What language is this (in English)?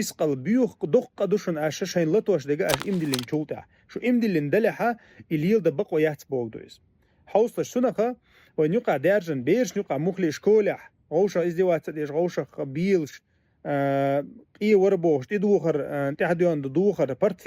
Chechen